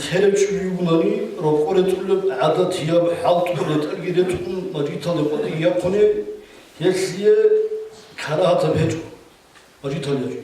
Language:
Avaric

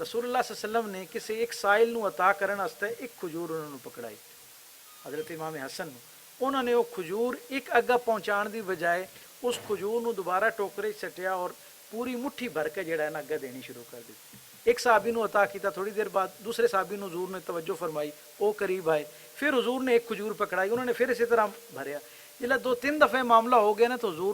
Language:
Western Panjabi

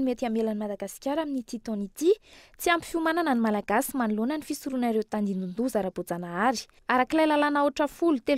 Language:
Malagasy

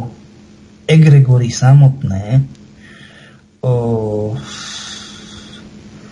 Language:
Slovak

